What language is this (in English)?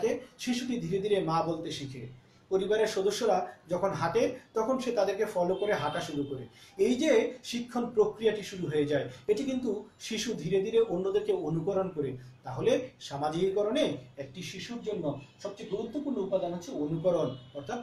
Bangla